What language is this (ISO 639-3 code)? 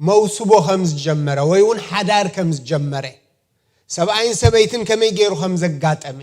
tir